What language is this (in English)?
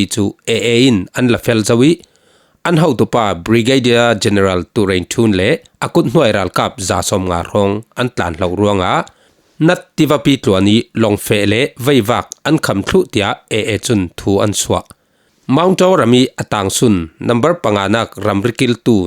Falam Chin